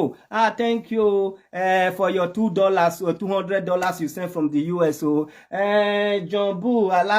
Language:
Nigerian Pidgin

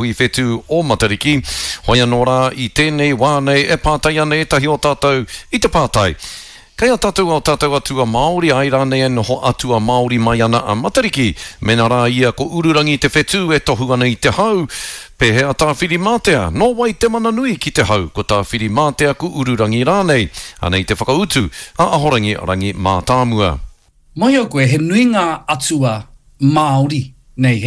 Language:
Māori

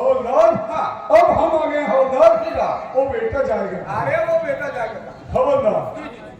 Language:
Chhattisgarhi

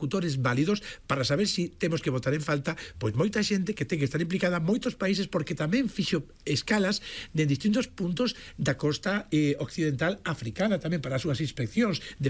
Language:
Galician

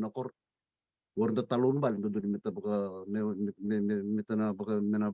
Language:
Fijian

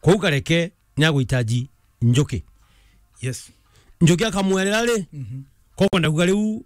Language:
Meru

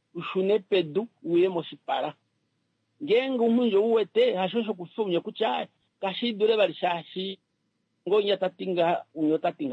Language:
Kuanyama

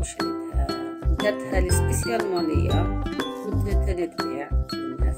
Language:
Algerian Arabic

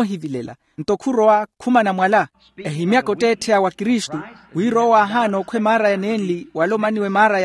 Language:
Makhuwa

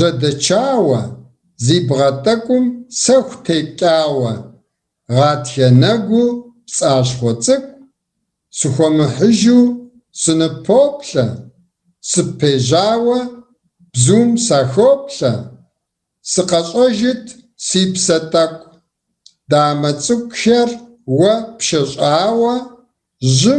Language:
Kabardian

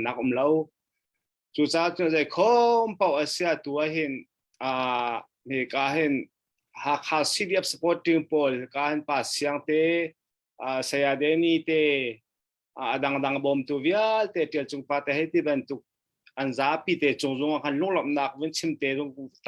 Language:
Hakha Chin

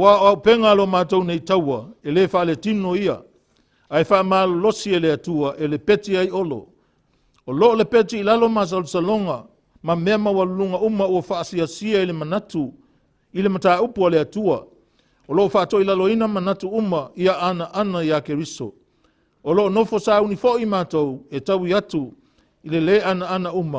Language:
Samoan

